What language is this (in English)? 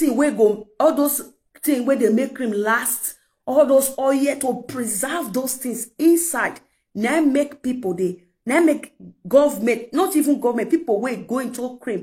Nigerian Pidgin